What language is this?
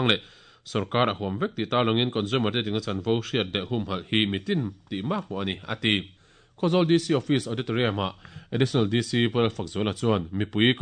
Mizo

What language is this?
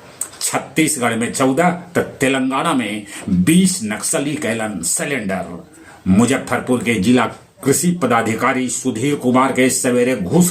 Magahi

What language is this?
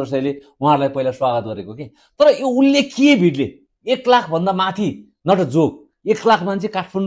Nepali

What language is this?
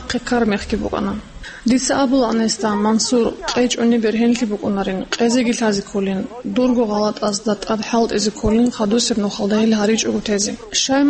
Avaric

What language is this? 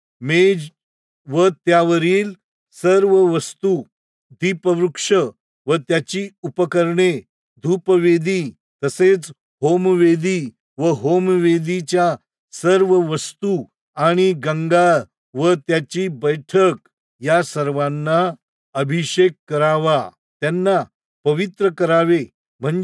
Marathi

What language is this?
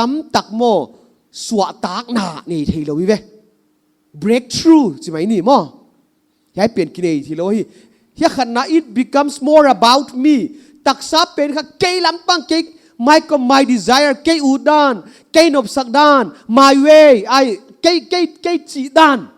Paite Chin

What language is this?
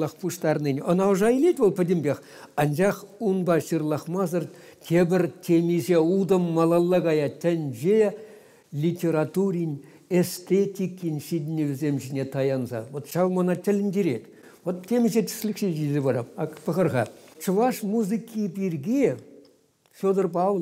Chuvash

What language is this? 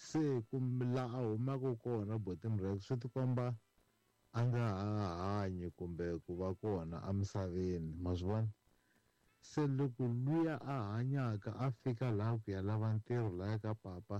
Tsonga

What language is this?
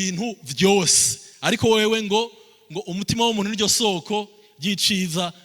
Rundi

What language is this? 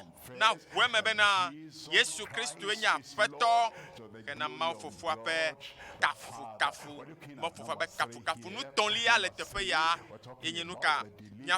Ewe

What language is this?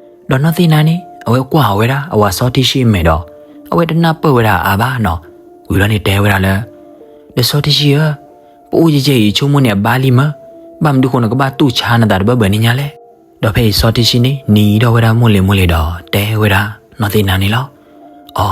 S'gaw Karen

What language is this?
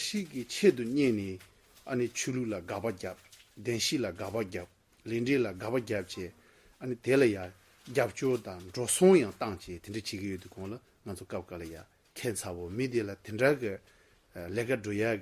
Tibetan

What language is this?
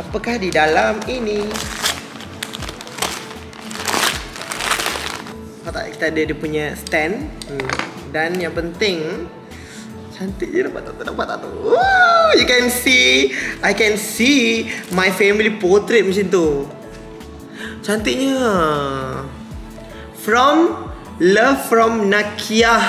Malay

